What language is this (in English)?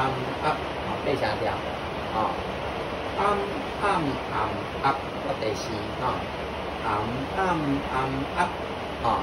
Min Nan Chinese